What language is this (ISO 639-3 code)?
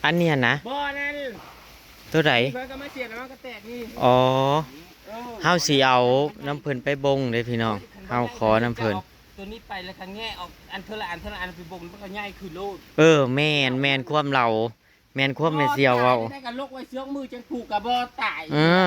tts